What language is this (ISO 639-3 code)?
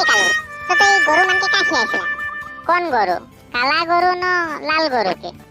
sck